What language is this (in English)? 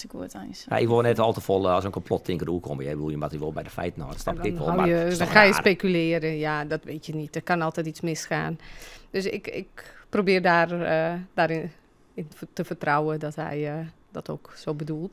Western Frisian